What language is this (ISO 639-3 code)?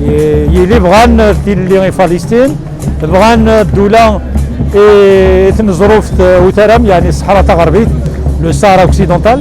kab